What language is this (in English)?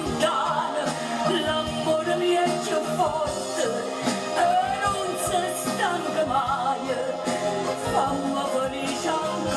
Neapolitan